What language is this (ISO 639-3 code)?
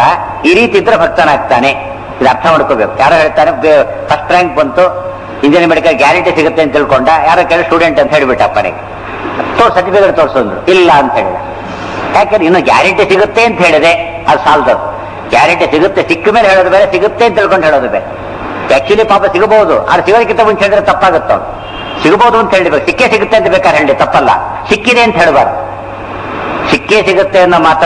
kan